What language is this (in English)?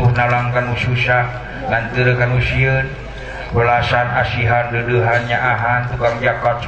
Sundanese